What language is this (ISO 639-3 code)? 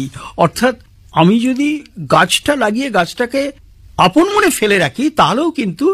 ben